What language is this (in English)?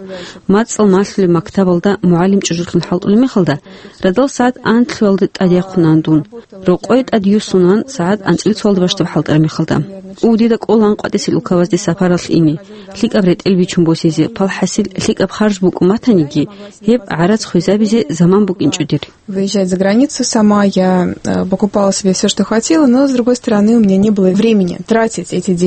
Avaric